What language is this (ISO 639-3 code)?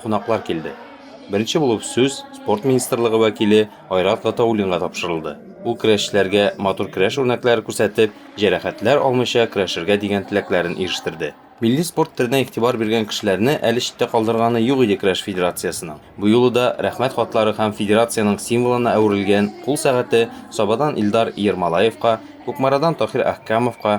tat